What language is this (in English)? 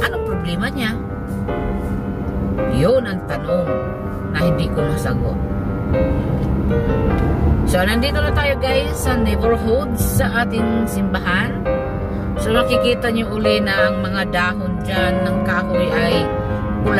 Filipino